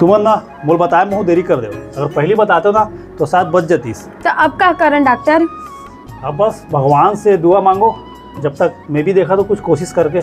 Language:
Chhattisgarhi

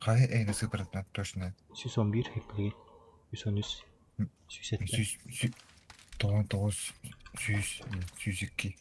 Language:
Yakut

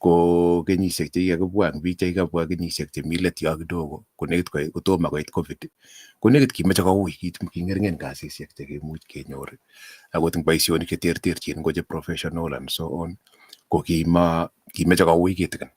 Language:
Kalenjin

